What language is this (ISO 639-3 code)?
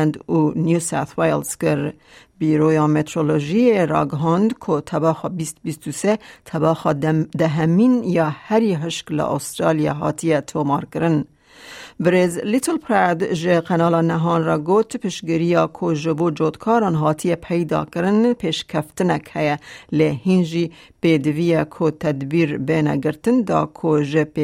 kur